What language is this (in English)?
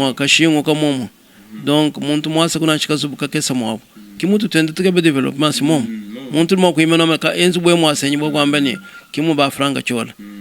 Luba-Lulua